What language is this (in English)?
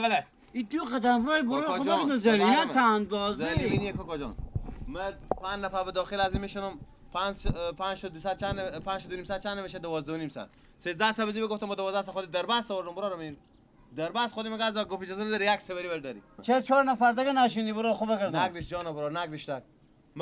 Persian